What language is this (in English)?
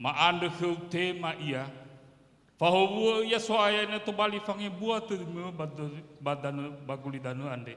Nias